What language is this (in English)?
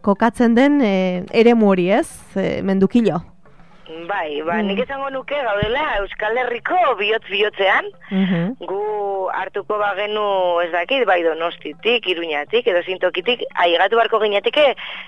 Basque